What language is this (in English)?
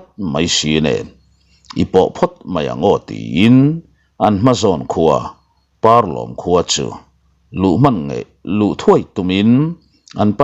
Mizo